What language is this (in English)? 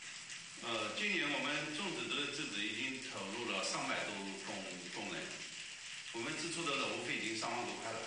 Chinese